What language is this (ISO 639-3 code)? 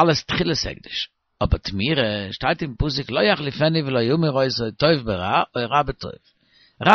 yid